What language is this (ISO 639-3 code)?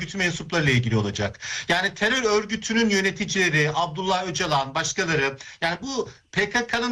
tur